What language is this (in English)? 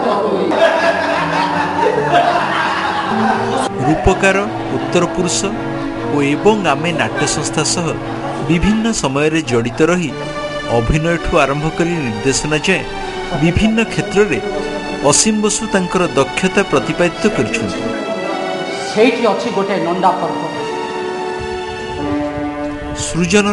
Odia